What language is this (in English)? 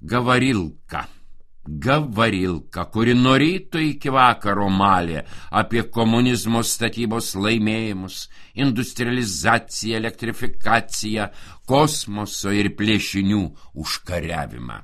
Lithuanian